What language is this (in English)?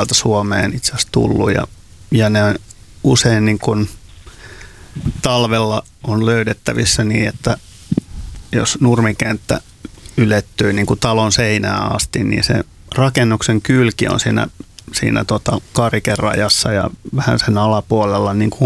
Finnish